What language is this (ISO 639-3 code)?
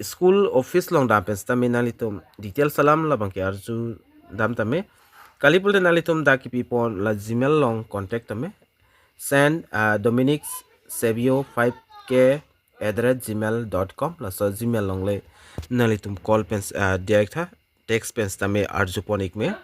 mjw